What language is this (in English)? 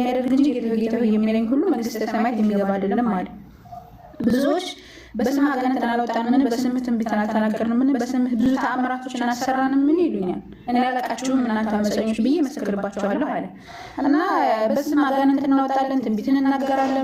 Amharic